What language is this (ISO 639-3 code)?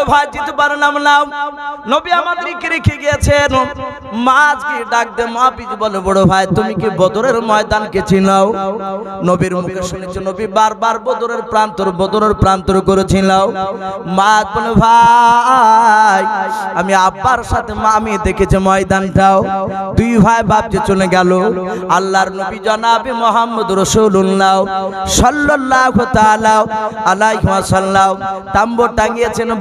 ben